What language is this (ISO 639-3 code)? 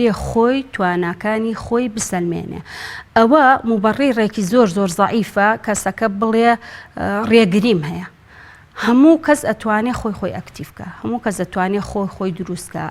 ckb